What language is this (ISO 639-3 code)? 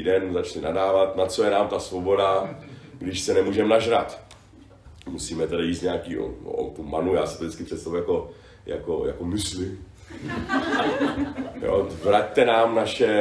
ces